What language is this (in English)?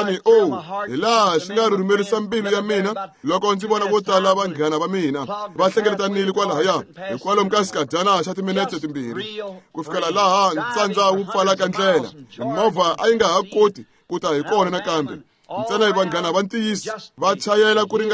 Tsonga